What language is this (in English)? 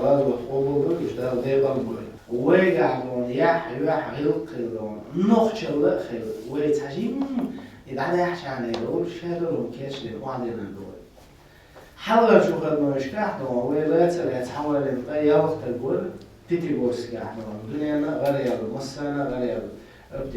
Chechen